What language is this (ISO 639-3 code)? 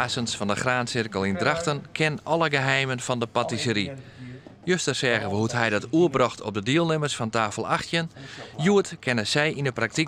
fry